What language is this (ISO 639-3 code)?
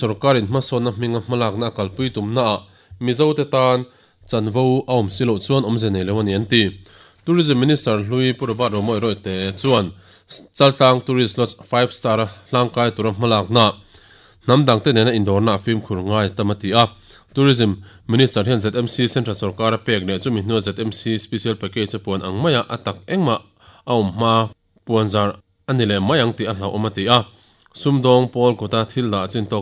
lus